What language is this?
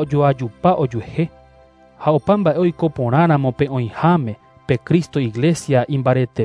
Guarani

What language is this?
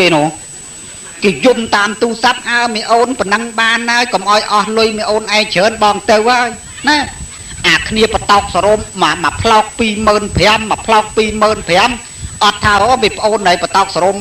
Khmer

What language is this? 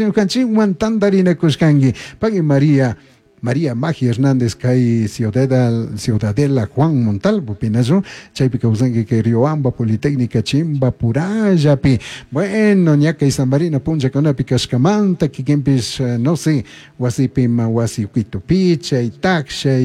Chimborazo Highland Quichua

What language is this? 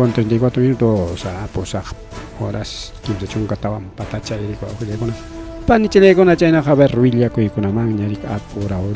Ayacucho Quechua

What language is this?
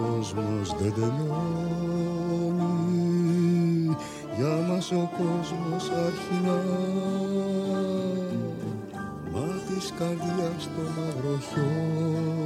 Greek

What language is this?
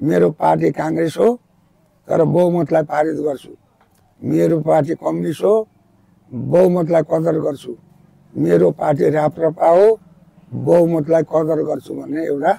Nepali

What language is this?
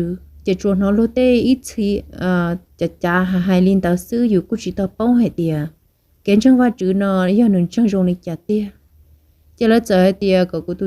Hmong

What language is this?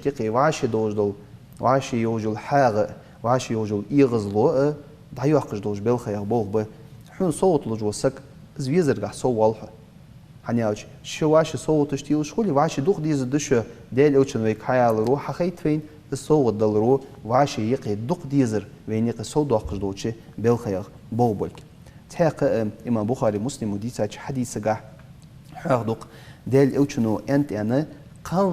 Ingush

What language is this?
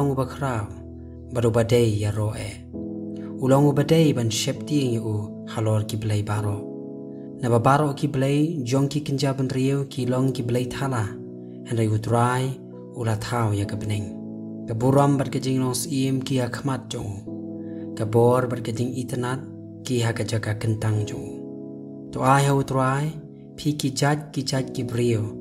Khasi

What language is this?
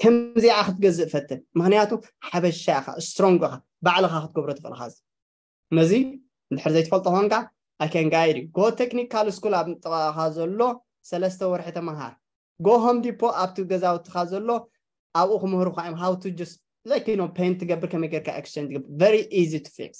Tigrinya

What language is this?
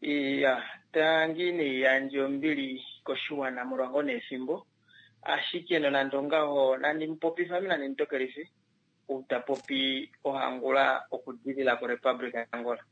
Kuanyama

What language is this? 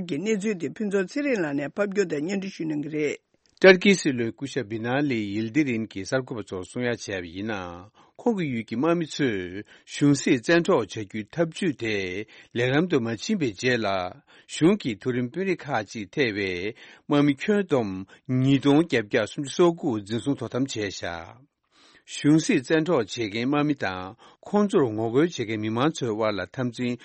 Tibetan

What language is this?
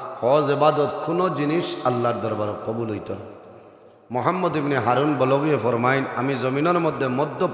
Sylheti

